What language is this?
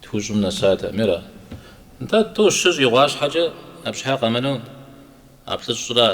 Kabardian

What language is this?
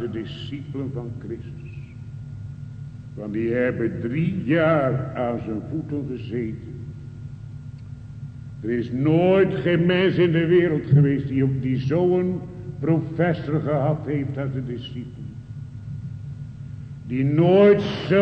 Dutch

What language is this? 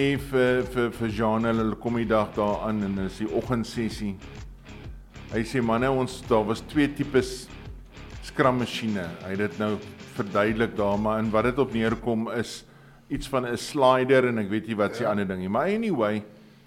Afrikaans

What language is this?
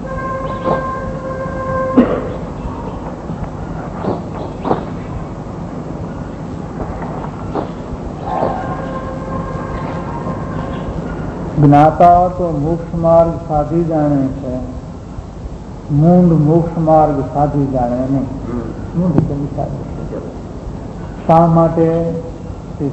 Gujarati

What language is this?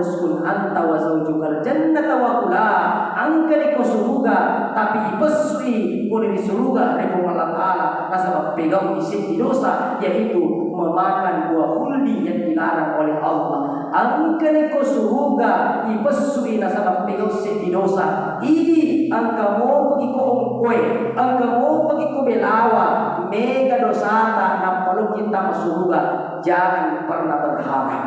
Buginese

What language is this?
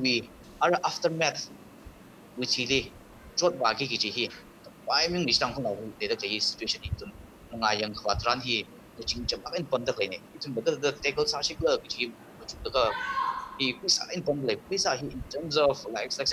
Tangkhul Naga (India)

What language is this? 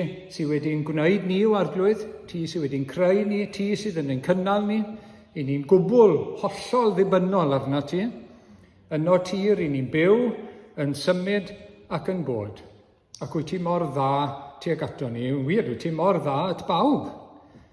Welsh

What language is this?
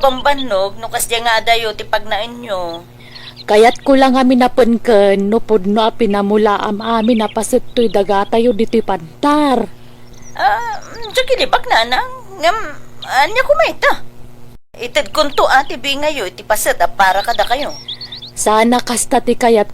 Iloko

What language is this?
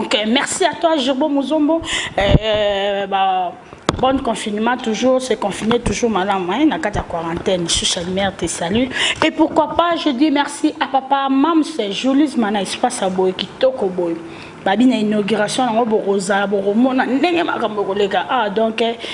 Lingala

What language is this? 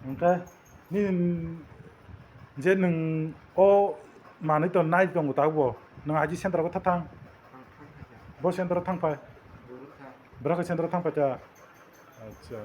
Kok Borok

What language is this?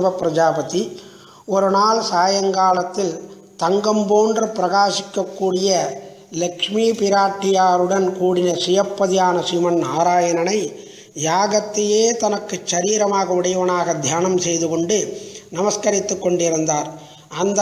Tamil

